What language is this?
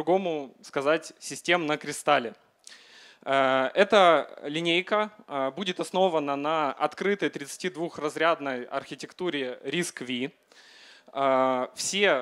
Russian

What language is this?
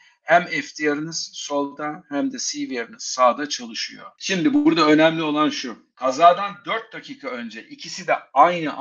Turkish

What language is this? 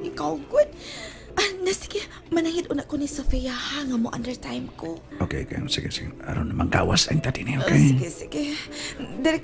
Cebuano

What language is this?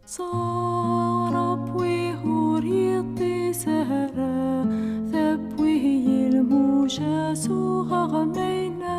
Kabyle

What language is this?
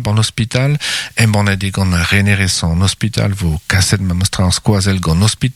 Breton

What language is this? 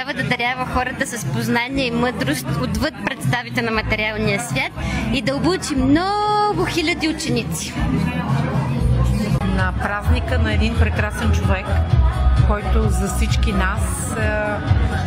Bulgarian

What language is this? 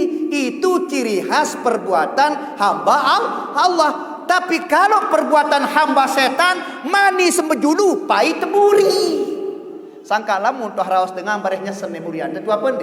Sasak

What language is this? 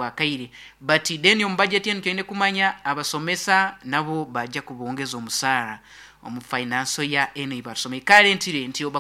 Nyoro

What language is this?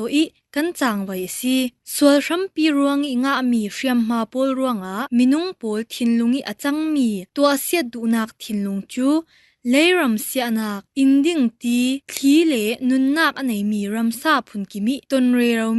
Falam Chin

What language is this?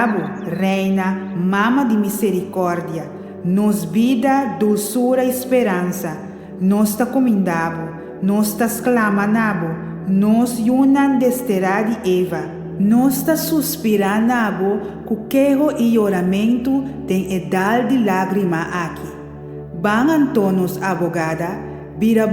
Papiamento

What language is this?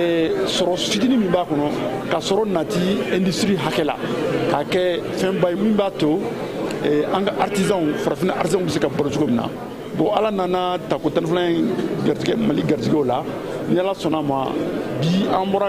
Bambara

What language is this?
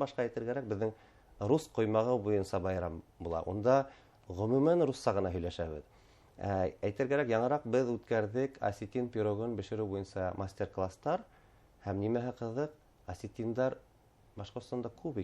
Bashkir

